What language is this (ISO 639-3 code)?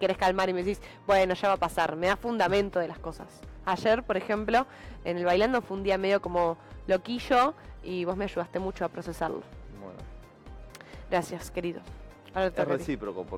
spa